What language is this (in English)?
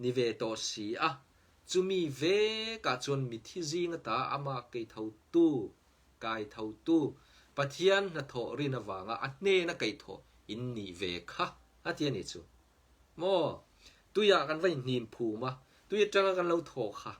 Mizo